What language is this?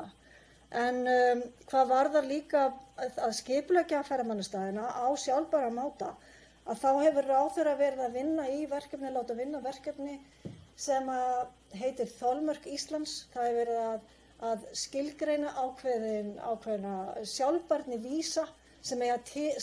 Icelandic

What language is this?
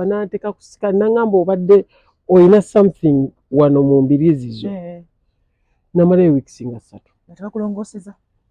Ganda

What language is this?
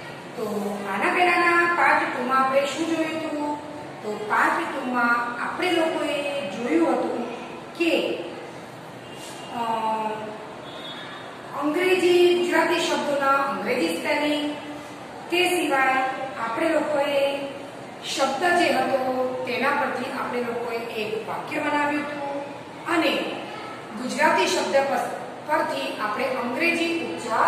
Gujarati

